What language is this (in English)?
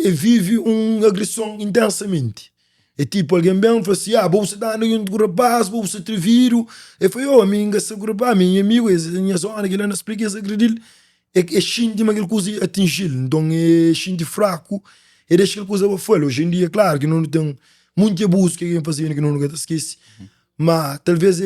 Kabuverdianu